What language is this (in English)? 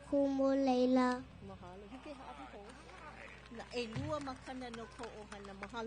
Hawaiian